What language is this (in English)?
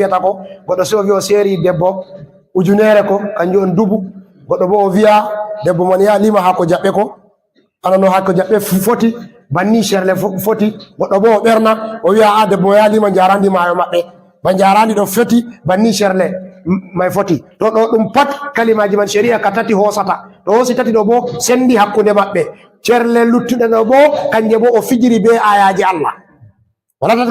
Fula